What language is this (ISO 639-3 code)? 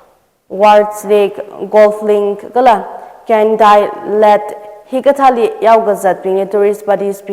nmf